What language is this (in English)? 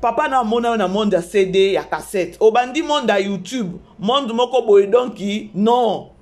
Lingala